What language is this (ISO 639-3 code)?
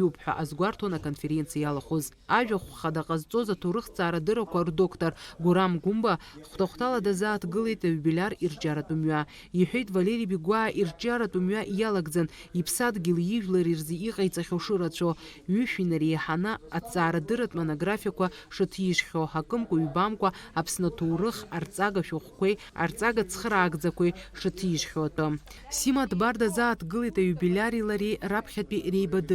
abk